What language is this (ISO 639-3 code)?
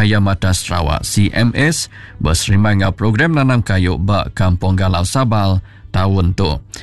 iba